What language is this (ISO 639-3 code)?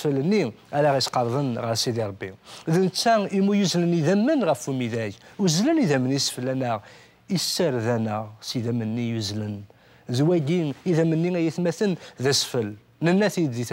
kab